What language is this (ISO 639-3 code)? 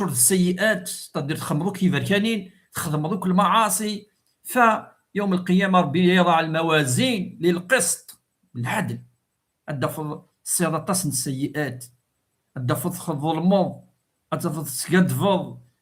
kab